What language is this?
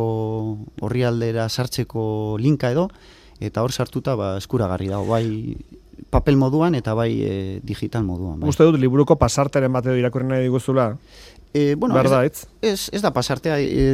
Basque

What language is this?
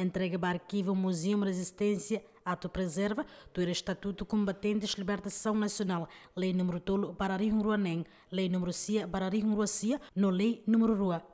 Tetum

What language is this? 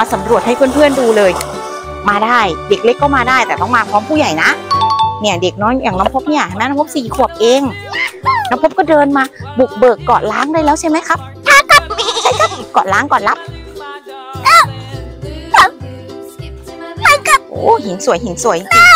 Thai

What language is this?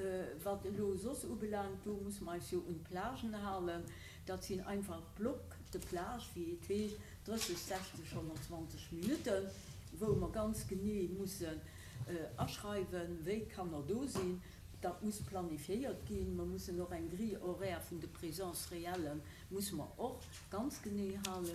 Luxembourgish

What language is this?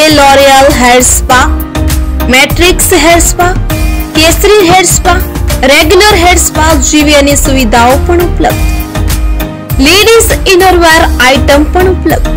Gujarati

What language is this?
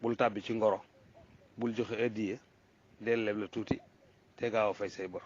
Wolof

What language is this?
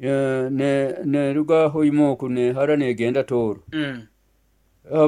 Nyoro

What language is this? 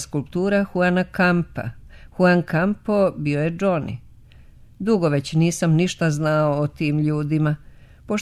Serbian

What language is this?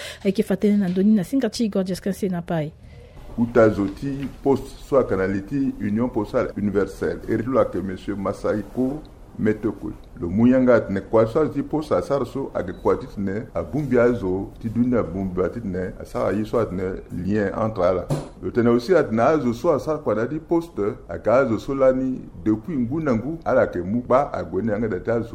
Sango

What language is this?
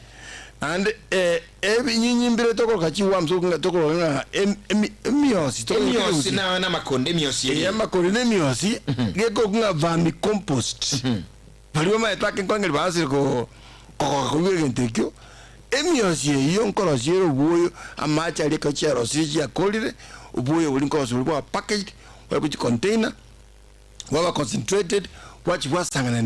Gusii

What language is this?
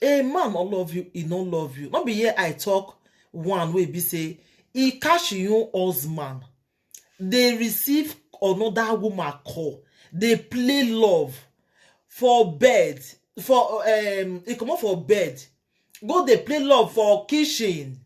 Nigerian Pidgin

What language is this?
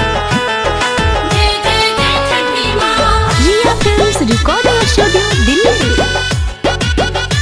Bhojpuri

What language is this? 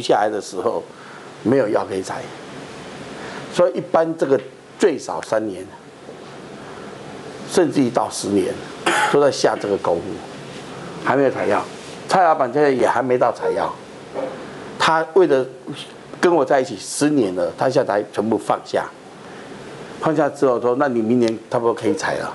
Chinese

